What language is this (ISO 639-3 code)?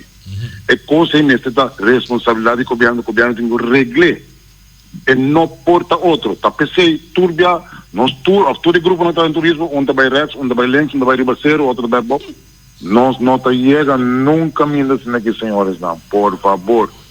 pap